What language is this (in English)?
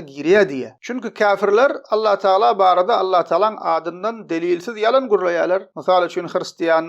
Turkmen